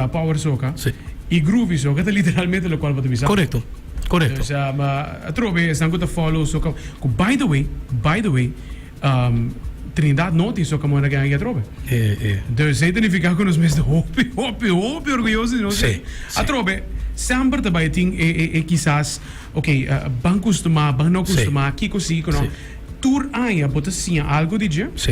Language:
Papiamento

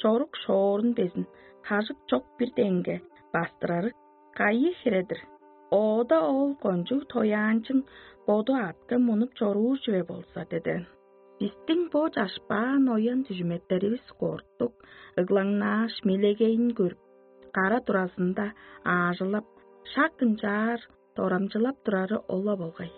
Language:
Tuvinian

